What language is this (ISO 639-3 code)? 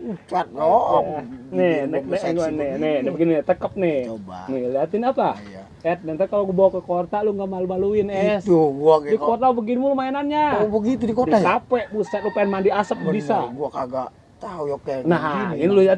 bew